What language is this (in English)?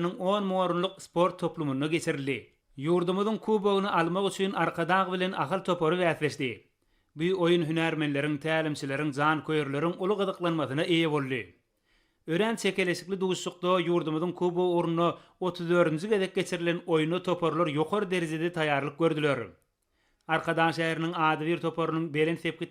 Turkmen